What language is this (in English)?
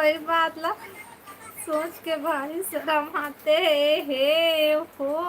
Chhattisgarhi